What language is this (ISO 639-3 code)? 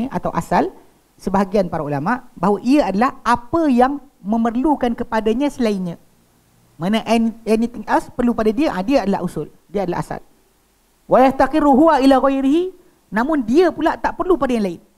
msa